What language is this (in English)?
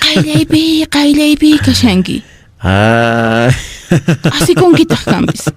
Quechua